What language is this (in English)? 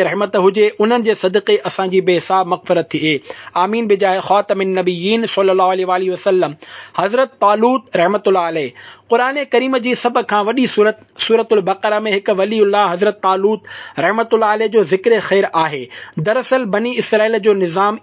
Sindhi